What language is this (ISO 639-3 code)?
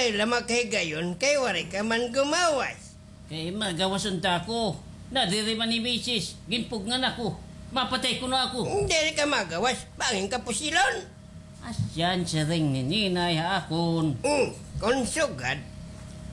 war